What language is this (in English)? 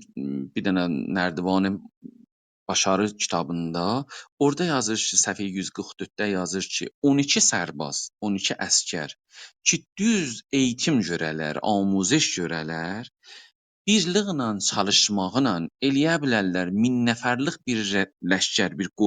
South Azerbaijani